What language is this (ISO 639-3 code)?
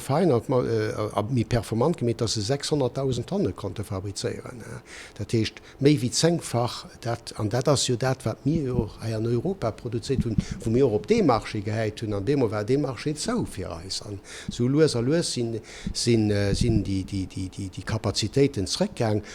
ltz